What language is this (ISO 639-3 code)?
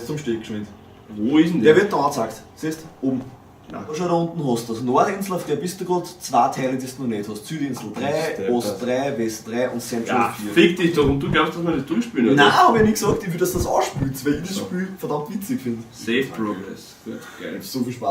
bar